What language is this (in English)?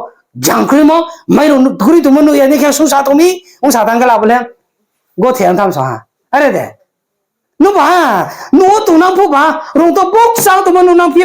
Riang (India)